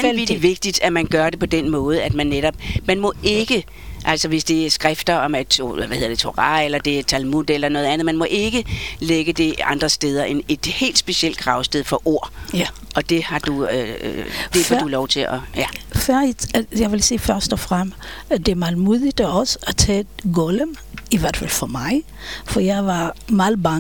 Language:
Danish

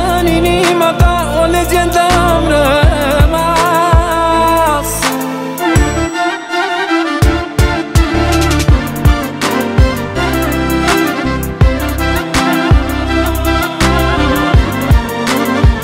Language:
Romanian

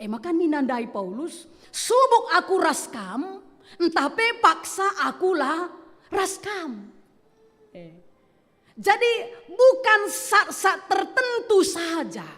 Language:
Batak Karo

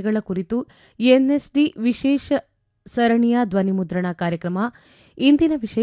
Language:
Kannada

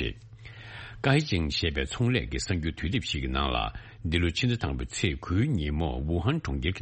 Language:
Tibetan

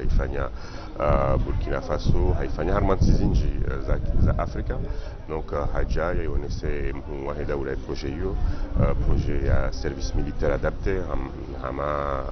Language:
Ngazidja Comorian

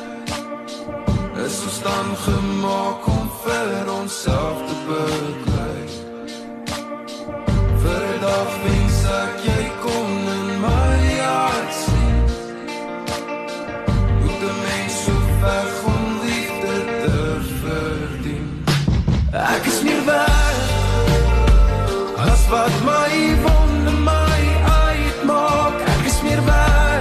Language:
Afrikaans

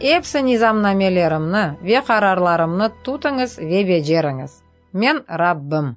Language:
Crimean Tatar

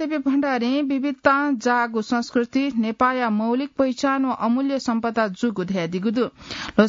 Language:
Newari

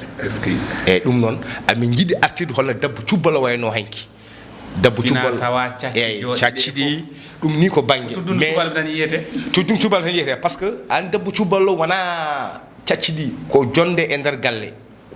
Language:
Fula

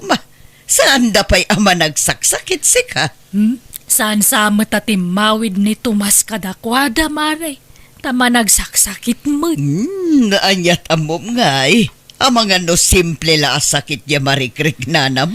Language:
Iloko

